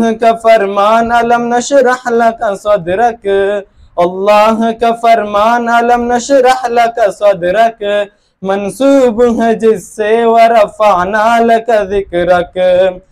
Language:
Brahui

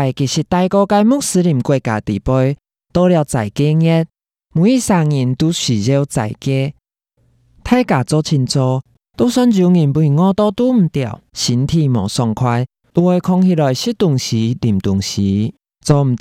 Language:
Hakka Chinese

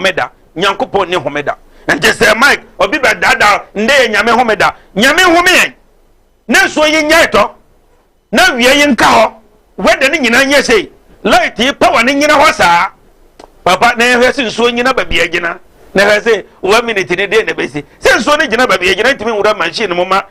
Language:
Akan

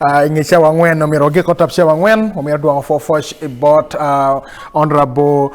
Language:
Acoli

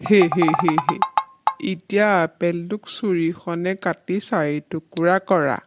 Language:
Assamese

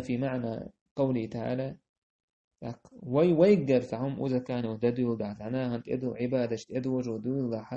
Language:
Chechen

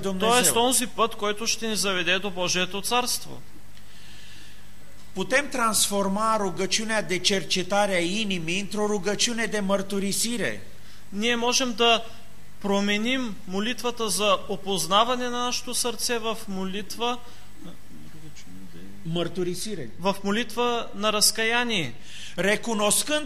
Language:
Bulgarian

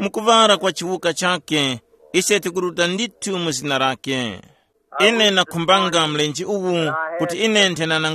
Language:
Tumbuka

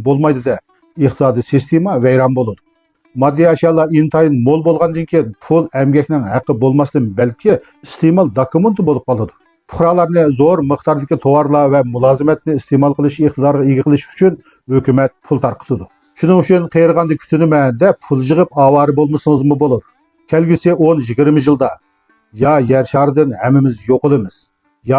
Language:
Uyghur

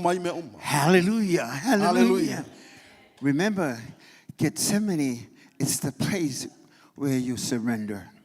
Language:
Samoan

